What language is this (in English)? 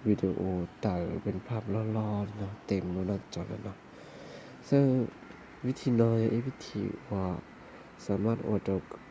Hmong